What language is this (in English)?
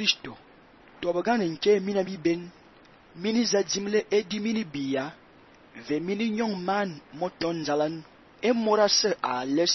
Fang